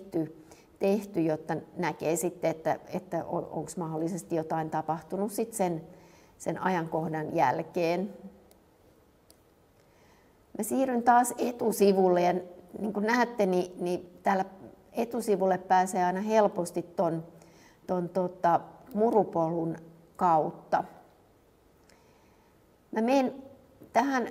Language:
Finnish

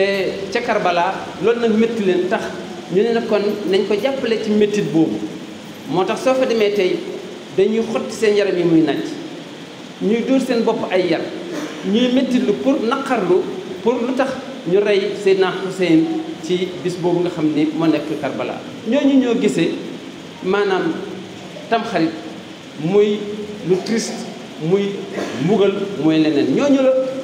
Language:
Wolof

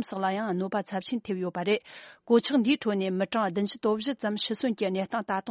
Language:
Tibetan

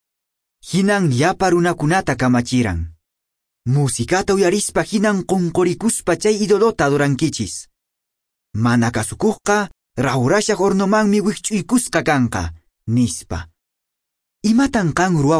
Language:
Quechua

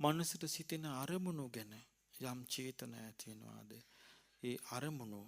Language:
Sinhala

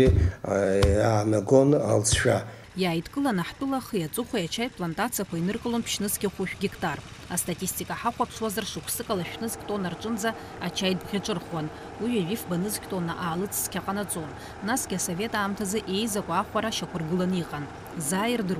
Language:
Abkhazian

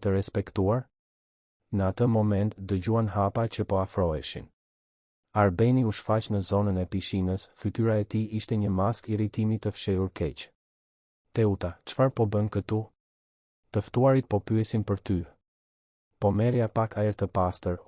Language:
Albanian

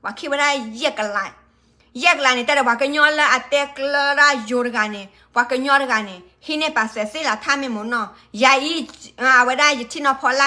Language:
S'gaw Karen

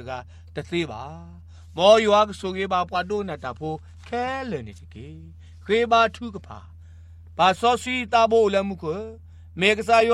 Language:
Burmese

